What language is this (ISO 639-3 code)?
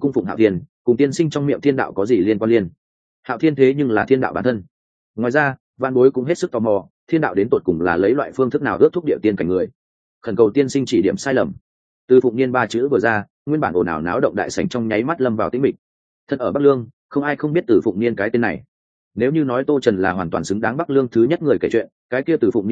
vie